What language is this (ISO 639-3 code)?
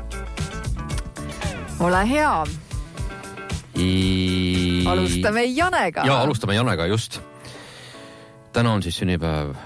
est